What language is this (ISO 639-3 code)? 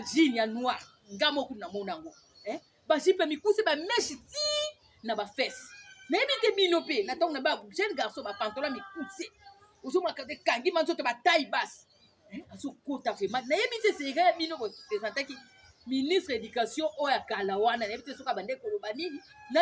lin